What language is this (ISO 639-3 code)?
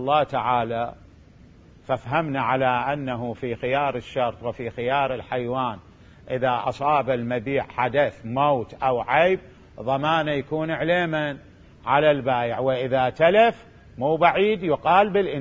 acm